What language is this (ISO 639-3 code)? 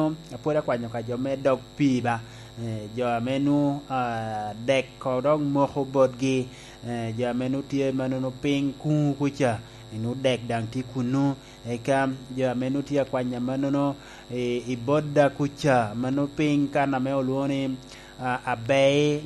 laj